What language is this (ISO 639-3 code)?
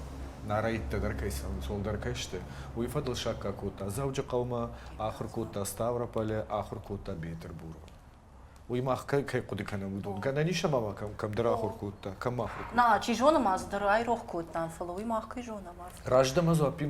oss